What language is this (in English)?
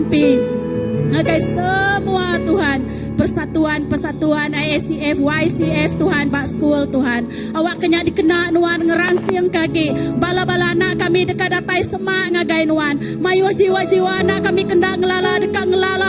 Iban